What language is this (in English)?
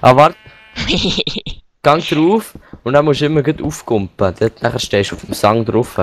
Swiss German